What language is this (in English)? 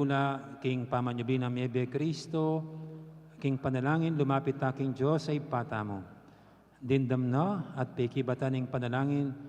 Pampanga